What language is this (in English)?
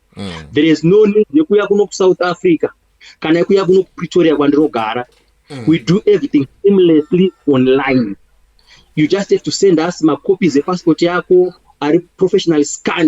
Shona